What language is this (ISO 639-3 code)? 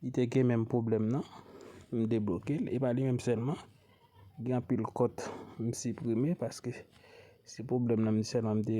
hat